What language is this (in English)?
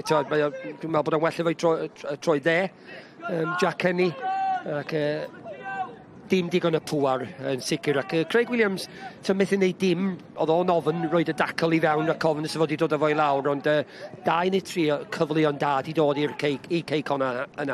Welsh